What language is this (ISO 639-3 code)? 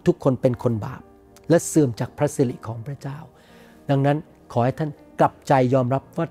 tha